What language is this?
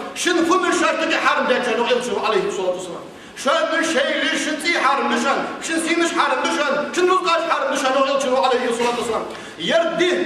Ingush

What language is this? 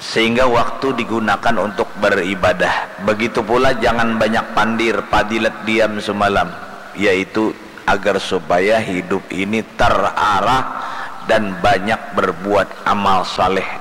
Banjar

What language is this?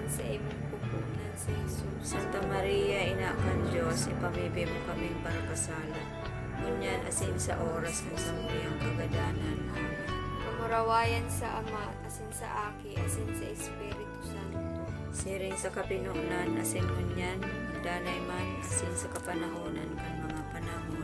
Bikol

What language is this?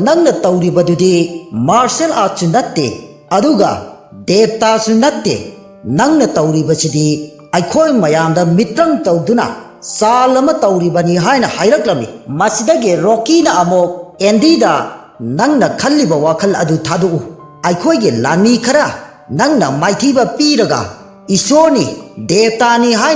Manipuri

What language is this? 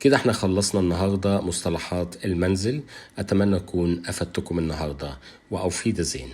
Egyptian Arabic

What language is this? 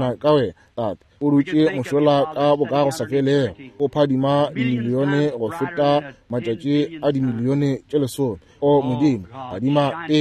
Northern Sotho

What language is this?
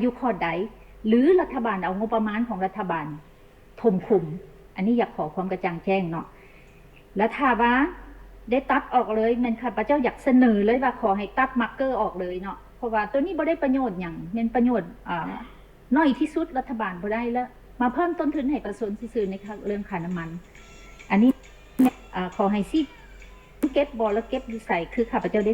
Lao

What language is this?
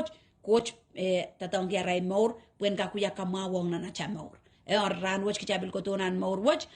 Pohnpeian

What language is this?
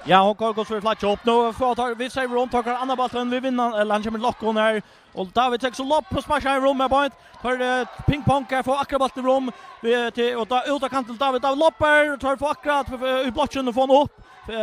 Faroese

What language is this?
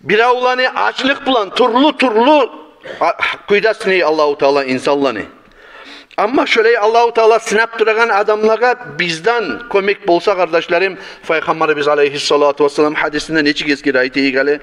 Kumyk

